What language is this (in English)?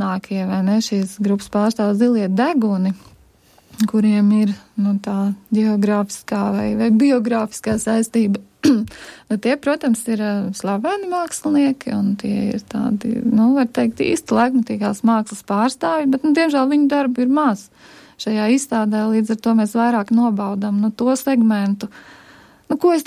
Latvian